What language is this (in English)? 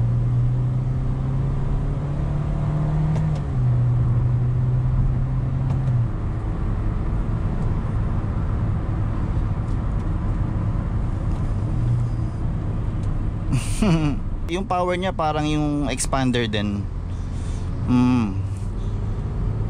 Filipino